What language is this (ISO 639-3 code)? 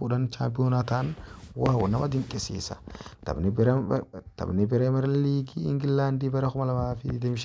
orm